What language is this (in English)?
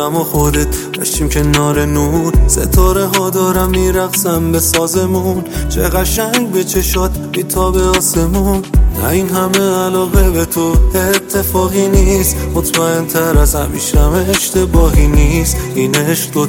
Persian